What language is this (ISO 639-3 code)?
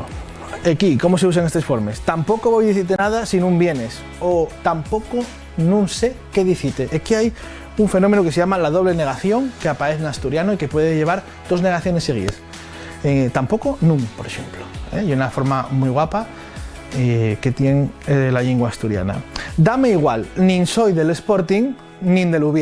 ast